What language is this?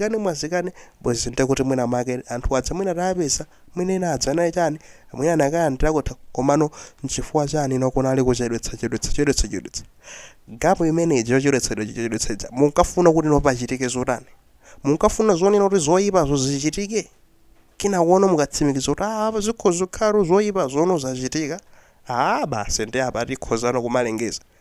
Nyanja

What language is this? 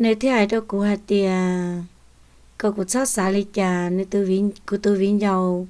Hmong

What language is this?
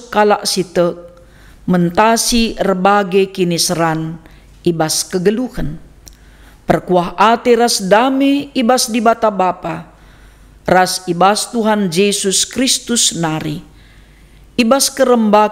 Batak Karo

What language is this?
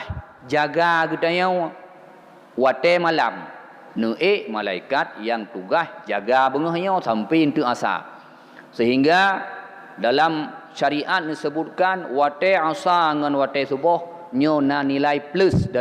Achinese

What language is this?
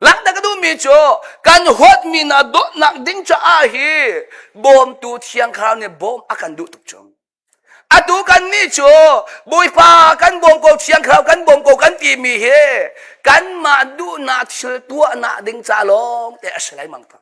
Hakha Chin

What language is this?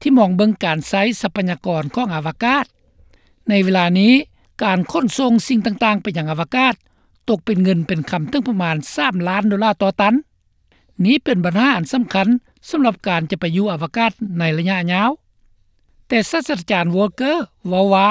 Lao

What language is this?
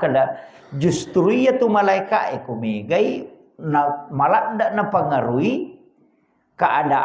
Buginese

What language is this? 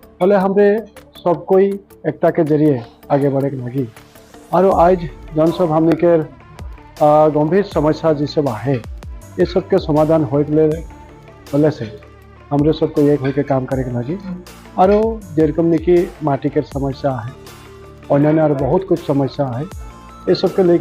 Sadri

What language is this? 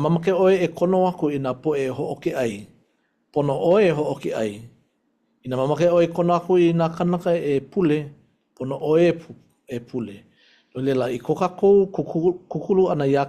Hawaiian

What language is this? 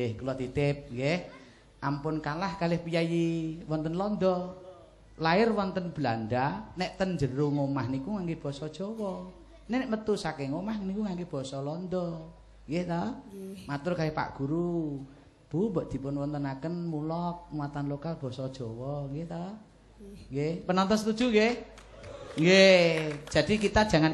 Javanese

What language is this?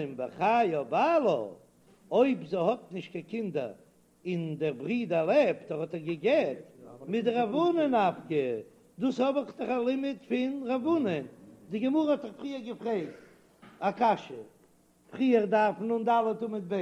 Yiddish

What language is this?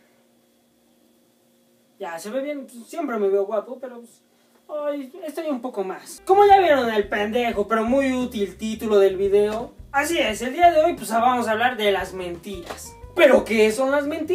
Spanish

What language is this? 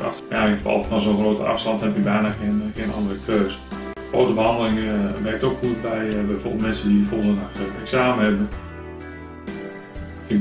Dutch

